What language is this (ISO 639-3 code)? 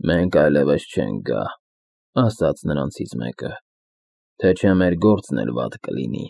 hye